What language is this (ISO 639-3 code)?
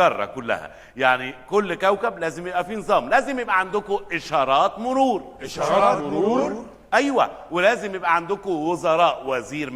arz